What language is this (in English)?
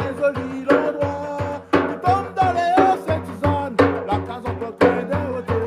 Réunion Creole French